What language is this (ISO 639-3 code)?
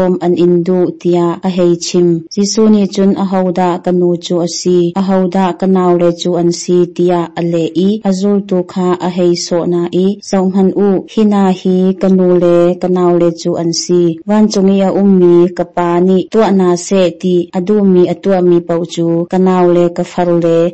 cnh